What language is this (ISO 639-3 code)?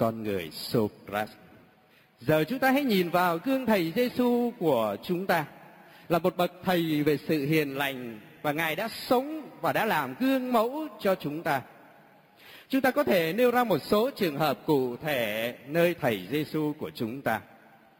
vie